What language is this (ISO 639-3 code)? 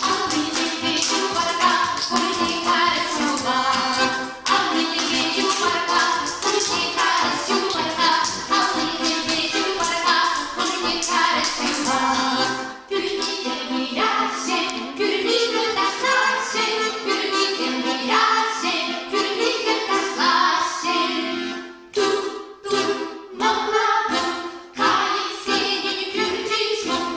chv